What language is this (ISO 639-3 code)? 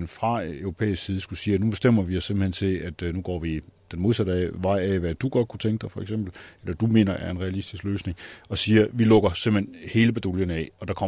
dan